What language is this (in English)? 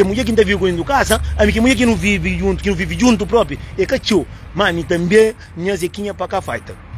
Kabuverdianu